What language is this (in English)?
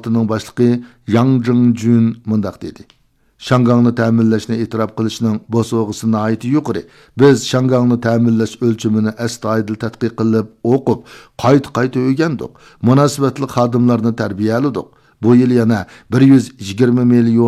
Uyghur